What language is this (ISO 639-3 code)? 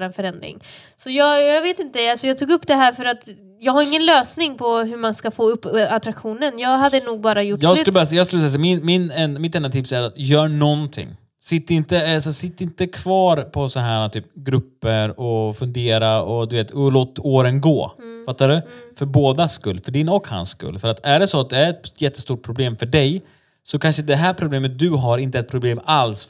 swe